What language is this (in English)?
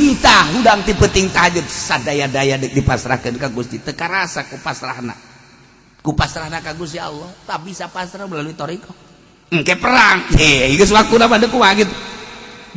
Sundanese